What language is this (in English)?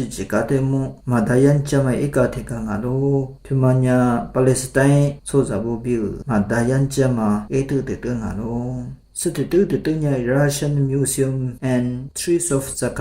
Lisu